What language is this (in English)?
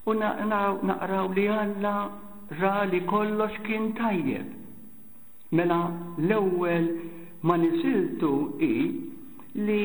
Maltese